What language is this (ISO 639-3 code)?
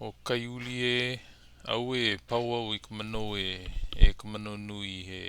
haw